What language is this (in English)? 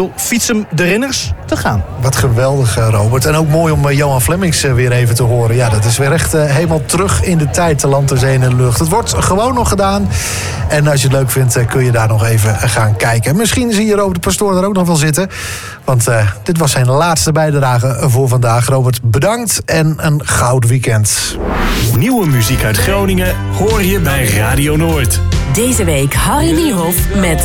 Dutch